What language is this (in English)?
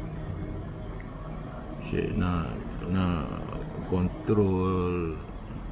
Malay